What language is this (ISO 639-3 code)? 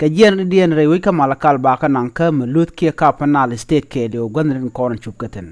nus